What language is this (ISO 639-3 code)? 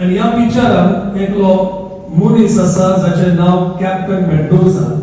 kok